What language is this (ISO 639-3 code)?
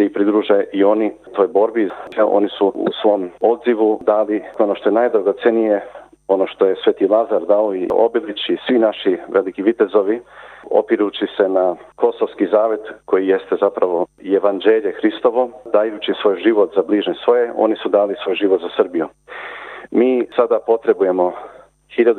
srp